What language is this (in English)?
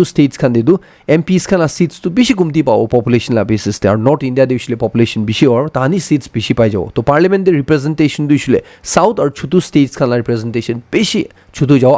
Naga Pidgin